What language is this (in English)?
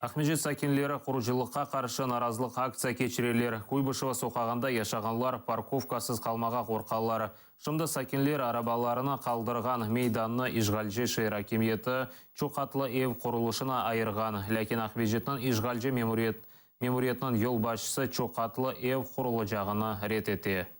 Crimean Tatar